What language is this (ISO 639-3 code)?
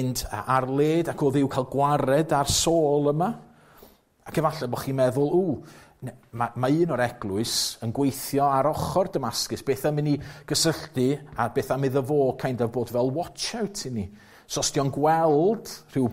cym